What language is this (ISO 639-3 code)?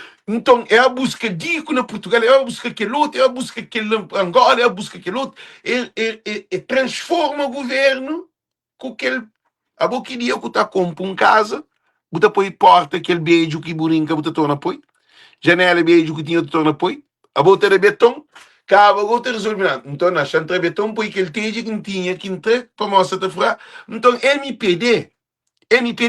kea